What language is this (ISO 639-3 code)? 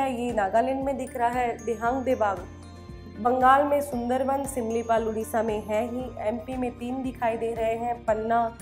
hin